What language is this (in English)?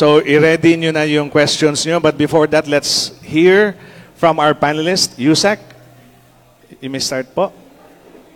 Filipino